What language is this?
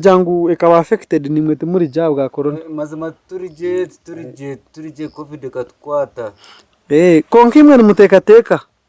Nyankole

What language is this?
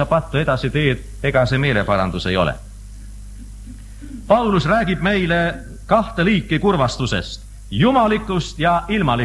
Estonian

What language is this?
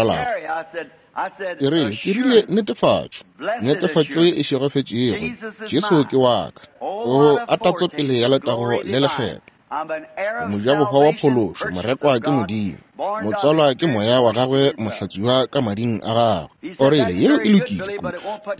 Northern Sotho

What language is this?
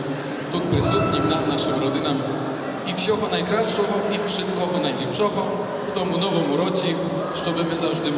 Rusyn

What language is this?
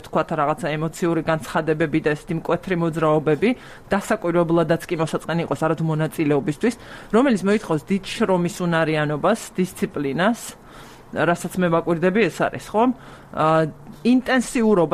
Georgian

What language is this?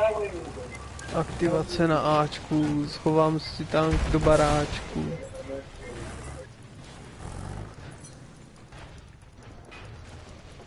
Czech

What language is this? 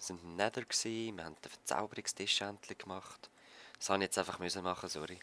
Swiss German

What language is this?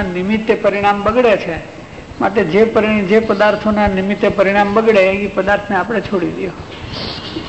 Gujarati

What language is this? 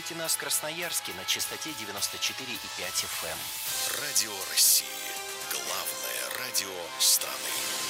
Russian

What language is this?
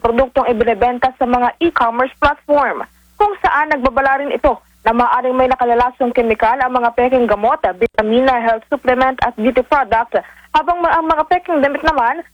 Filipino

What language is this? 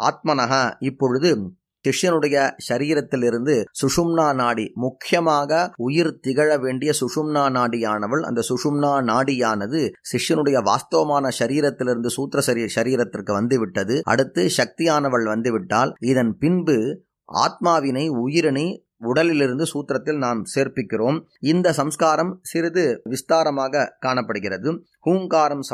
Tamil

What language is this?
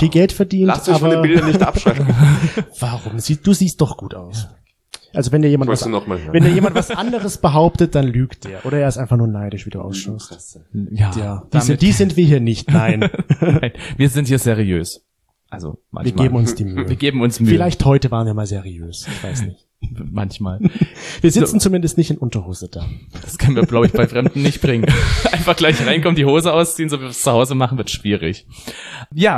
German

